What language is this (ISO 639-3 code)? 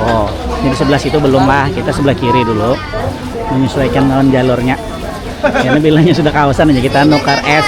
bjn